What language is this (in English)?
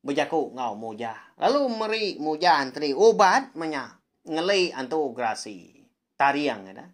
Iban